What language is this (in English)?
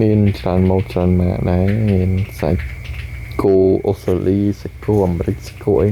Khmer